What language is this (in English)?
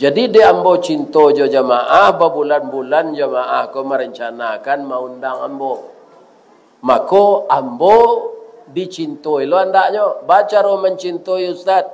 Minangkabau